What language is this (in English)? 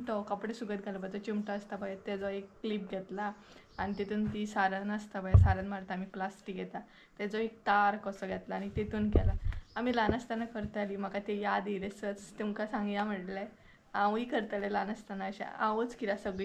Konkani